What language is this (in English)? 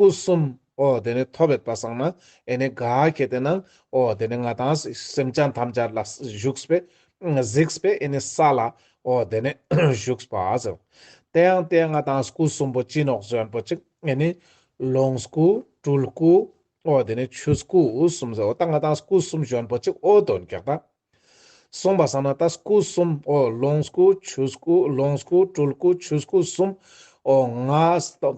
Ladakhi